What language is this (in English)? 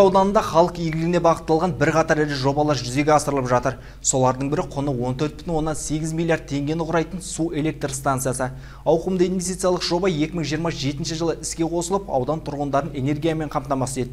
Kazakh